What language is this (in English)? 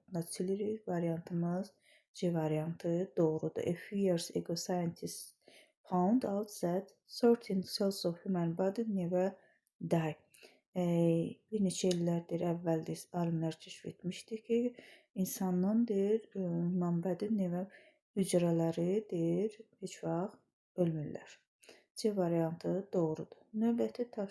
Azerbaijani